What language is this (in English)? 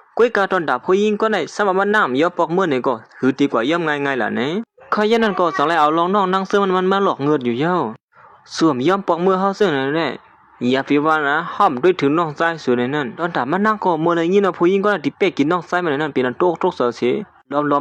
Shan